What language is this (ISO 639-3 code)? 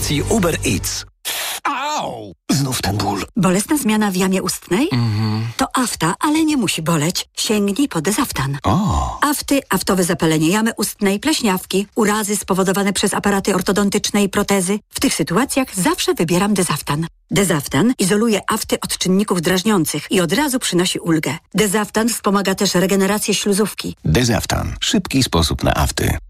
pol